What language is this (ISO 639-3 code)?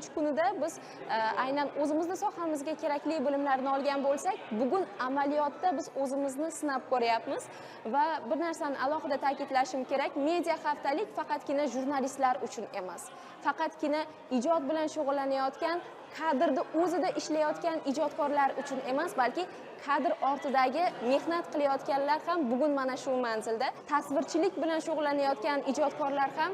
uzb